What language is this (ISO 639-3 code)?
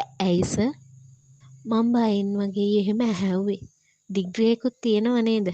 sin